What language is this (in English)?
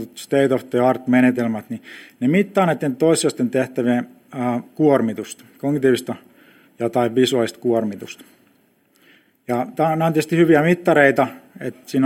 Finnish